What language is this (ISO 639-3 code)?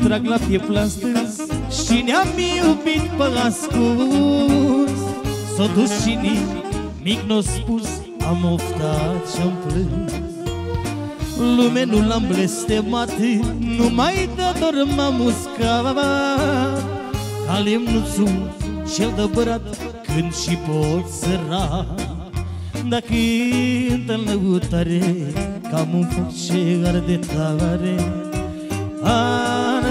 ron